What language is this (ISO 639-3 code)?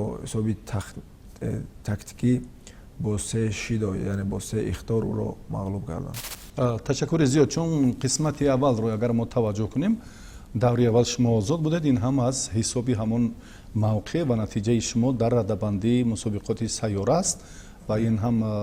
tgk